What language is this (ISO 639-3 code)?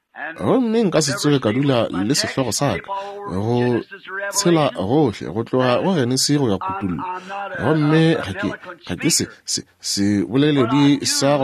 nso